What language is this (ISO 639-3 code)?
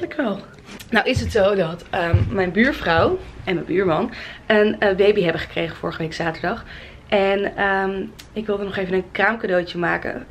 nld